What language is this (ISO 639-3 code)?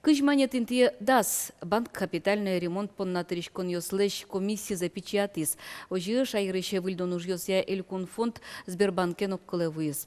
udm